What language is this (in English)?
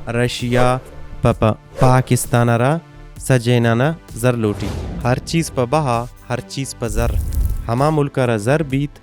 Baluchi